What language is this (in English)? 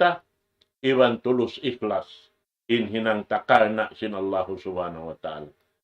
Tausug